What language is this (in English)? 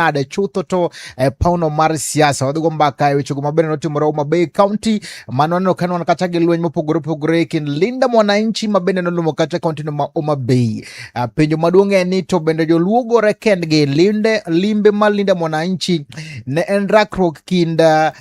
Luo (Kenya and Tanzania)